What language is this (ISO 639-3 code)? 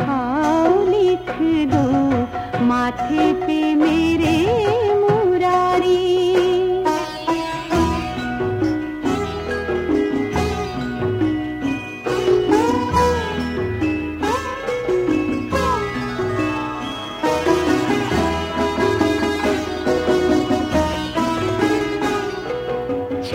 hin